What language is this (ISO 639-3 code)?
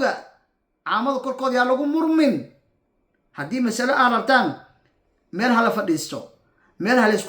som